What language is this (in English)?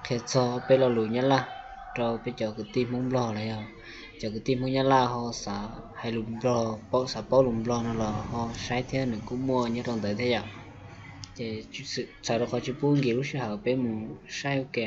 Hmong